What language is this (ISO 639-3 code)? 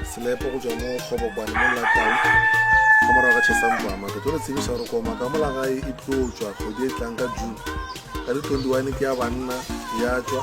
nso